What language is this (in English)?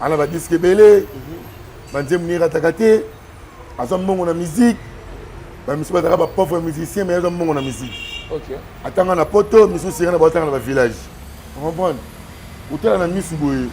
Lingala